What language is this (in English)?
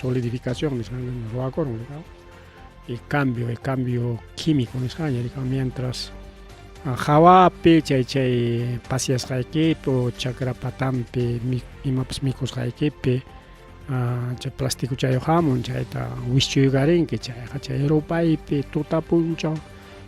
Ayacucho Quechua